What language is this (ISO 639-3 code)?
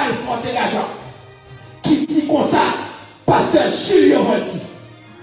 hat